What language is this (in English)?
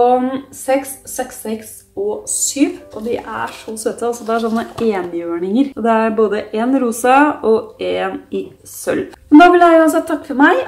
Norwegian